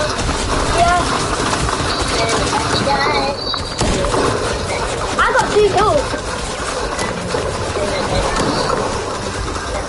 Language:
English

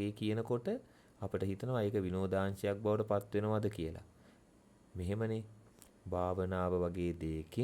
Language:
Sinhala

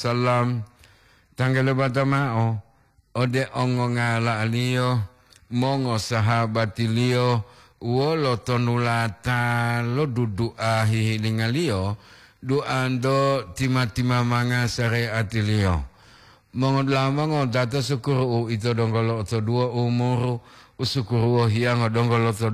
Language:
Gorontalo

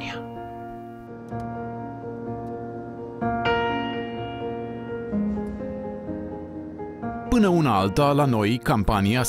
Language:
Romanian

